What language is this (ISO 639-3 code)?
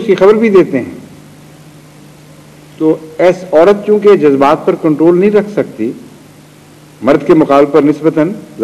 urd